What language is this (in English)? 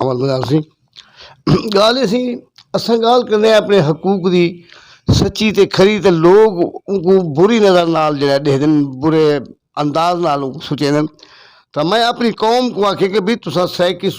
Saraiki